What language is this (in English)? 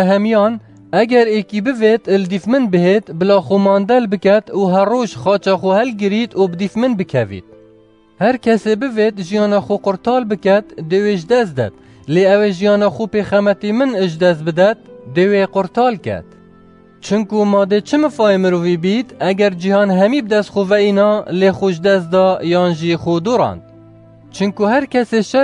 Kurdish